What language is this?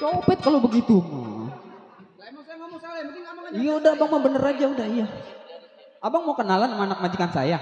Betawi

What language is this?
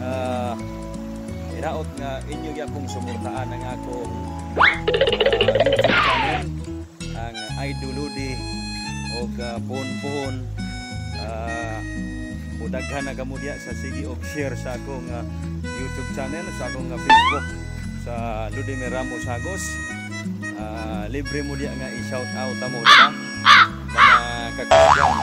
Cebuano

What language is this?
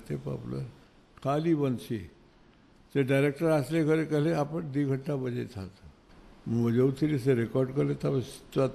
Odia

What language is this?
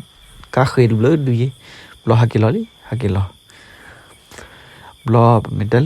S'gaw Karen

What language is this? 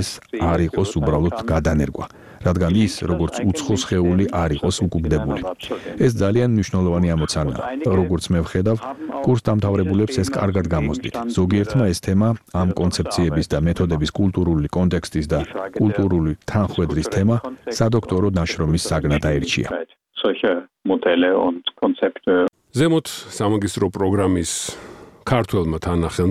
Georgian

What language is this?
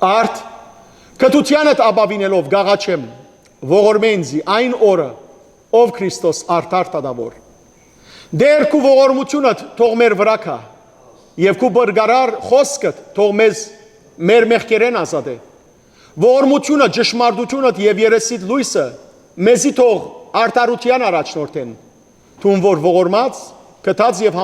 Western Armenian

